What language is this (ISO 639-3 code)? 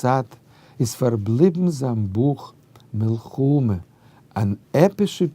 yid